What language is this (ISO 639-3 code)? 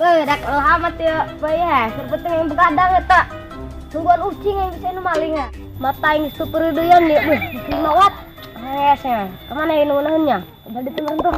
sun